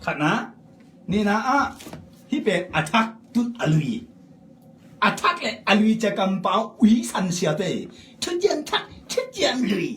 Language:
Tedim Chin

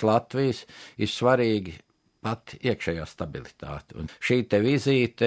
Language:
Latvian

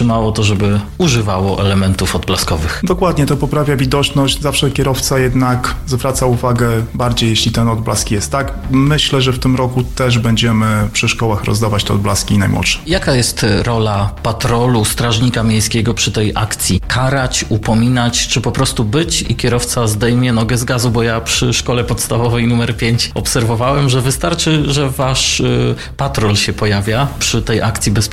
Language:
Polish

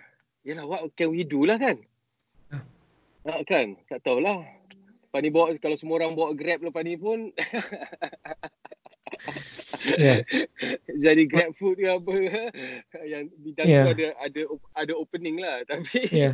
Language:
Malay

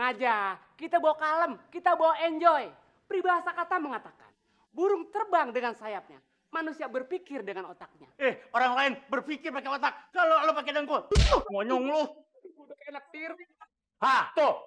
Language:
Betawi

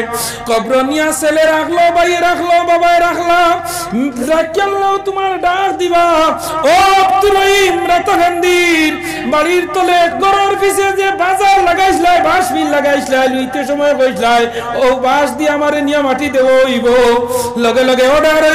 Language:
Sylheti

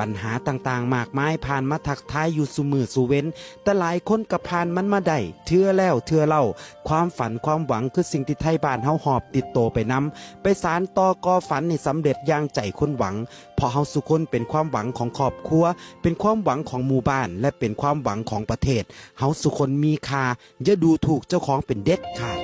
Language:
Northeastern Thai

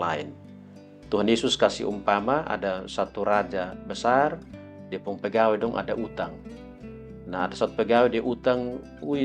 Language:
Kupang Malay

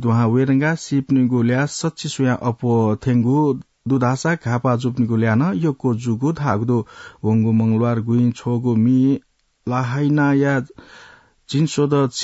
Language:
Newari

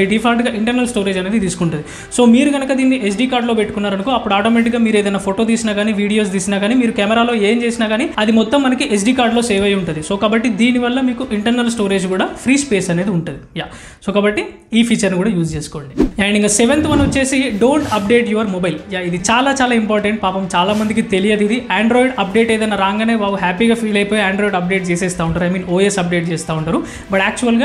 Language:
Telugu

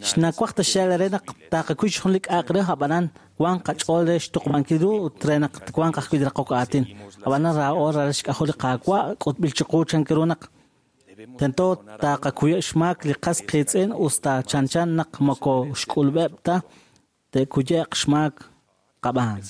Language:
Kekchí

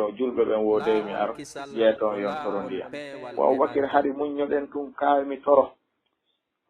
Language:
Fula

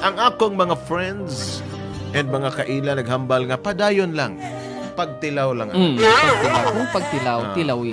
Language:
Hiligaynon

